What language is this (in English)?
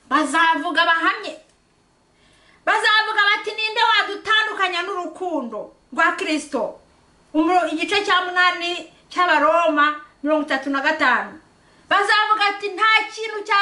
Kinyarwanda